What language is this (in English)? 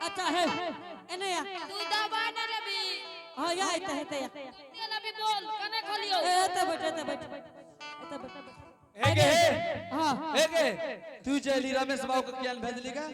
Angika